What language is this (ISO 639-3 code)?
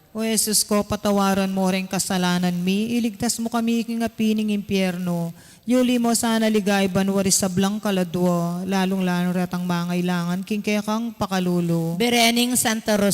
pam